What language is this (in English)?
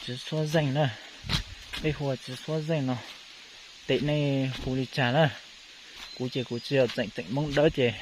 Hmong